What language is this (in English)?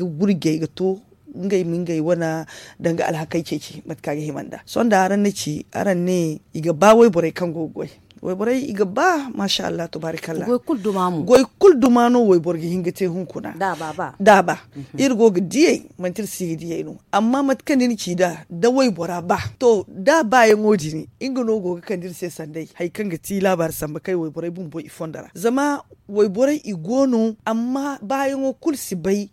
Zarma